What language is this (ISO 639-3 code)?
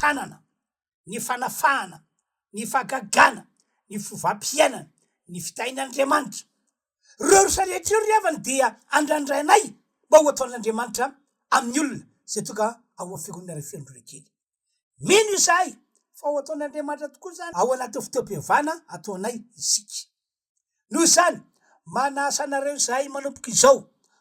mlg